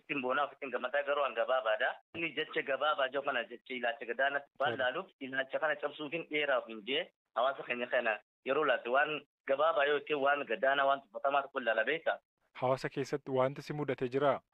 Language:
Oromo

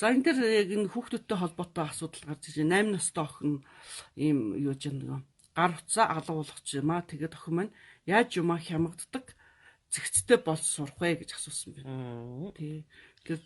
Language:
Mongolian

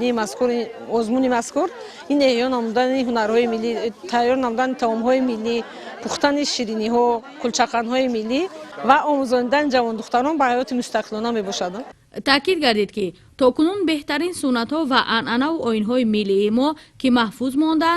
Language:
Tajik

